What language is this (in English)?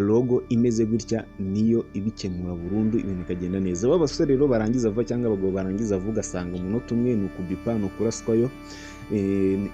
Kinyarwanda